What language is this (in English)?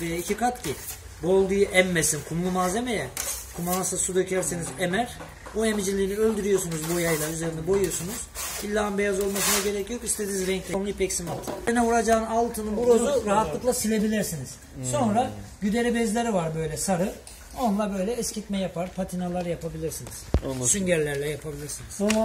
Turkish